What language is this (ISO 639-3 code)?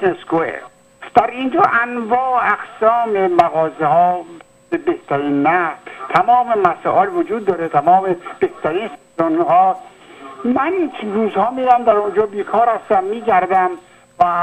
fas